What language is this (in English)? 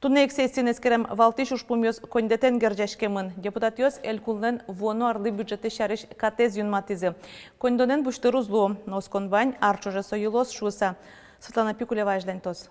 Udmurt